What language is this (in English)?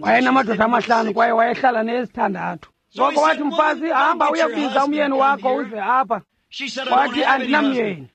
Xhosa